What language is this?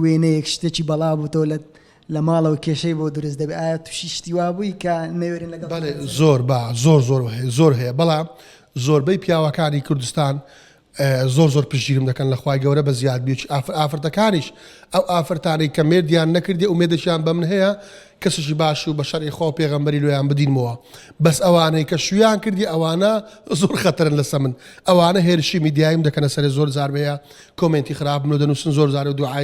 Central Kurdish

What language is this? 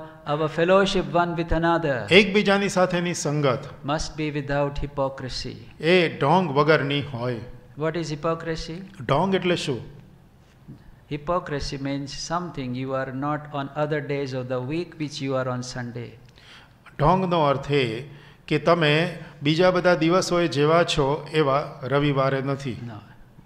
Gujarati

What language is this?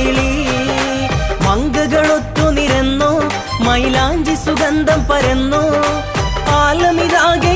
Malayalam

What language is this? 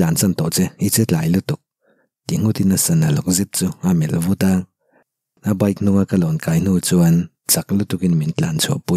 Mizo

